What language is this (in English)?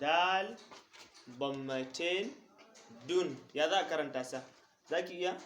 Hausa